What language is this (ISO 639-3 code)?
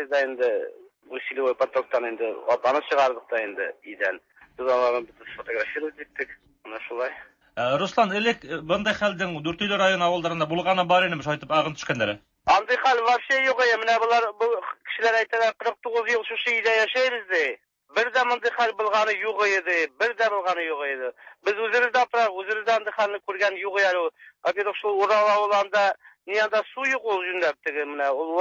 tat